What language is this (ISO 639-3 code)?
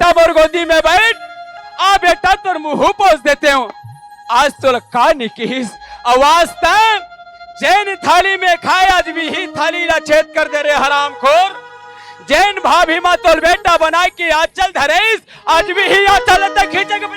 hne